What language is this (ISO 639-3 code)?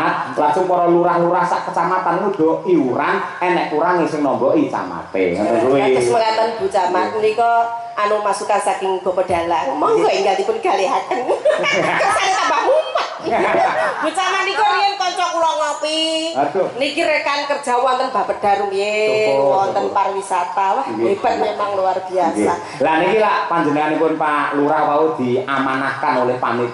jav